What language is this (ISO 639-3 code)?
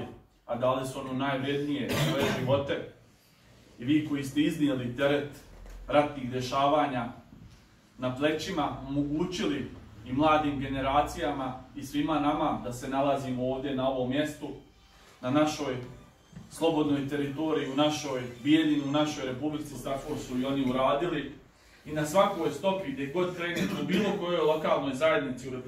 srp